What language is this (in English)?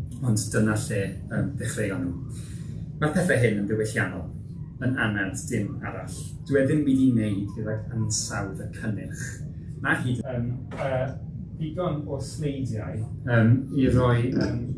Welsh